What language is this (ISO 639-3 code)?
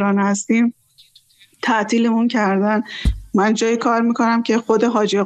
fas